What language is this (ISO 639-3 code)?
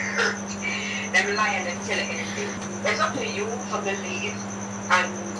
jam